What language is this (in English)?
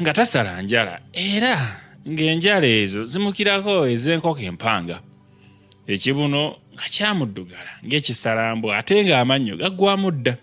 Ganda